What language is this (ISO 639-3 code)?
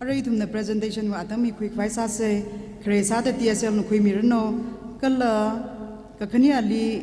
nmf